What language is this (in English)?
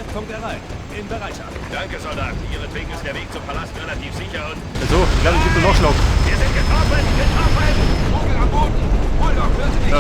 Bavarian